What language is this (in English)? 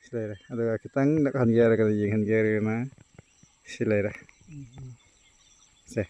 Manipuri